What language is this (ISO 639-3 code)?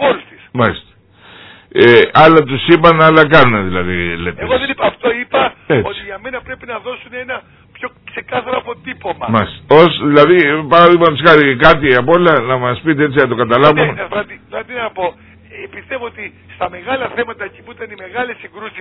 ell